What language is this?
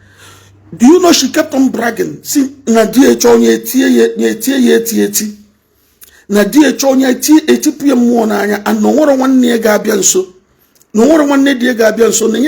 Igbo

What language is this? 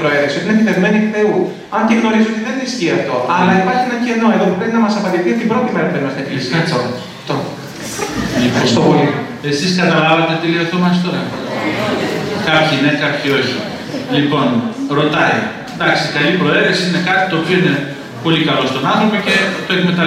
Greek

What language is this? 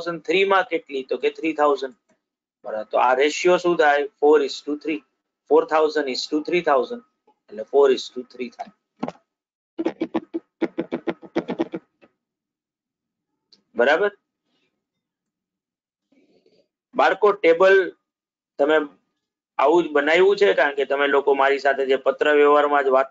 Gujarati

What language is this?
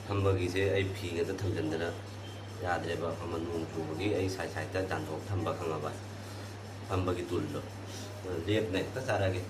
Manipuri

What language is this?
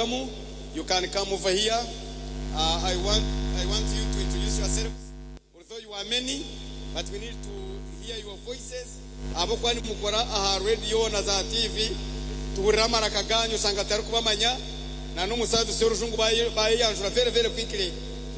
Nyankole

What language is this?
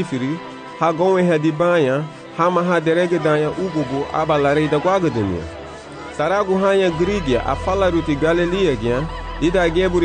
Garifuna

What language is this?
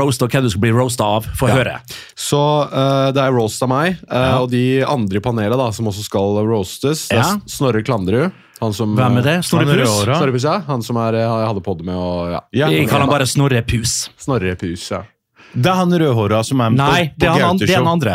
Norwegian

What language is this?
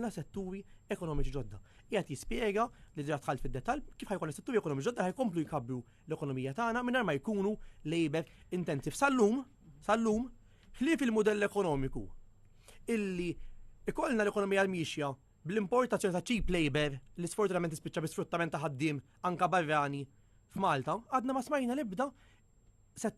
Maltese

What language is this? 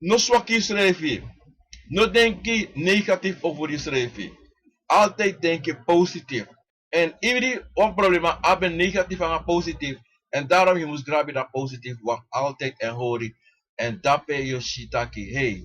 Sranan Tongo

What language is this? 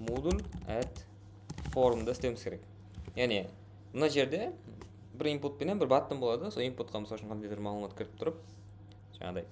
Kara-Kalpak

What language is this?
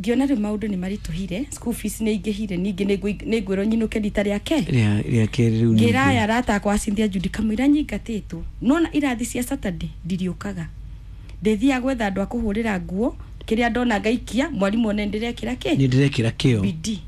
Kikuyu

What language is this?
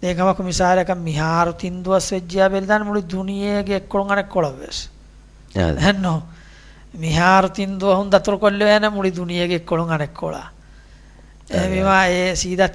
Divehi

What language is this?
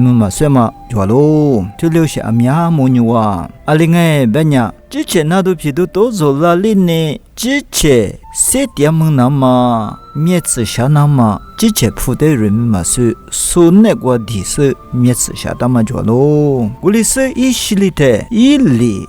Lisu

